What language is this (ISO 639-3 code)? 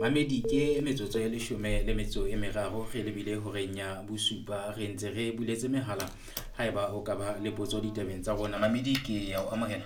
sot